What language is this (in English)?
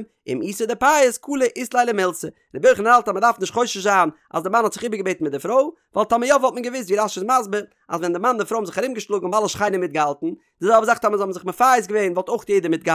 Yiddish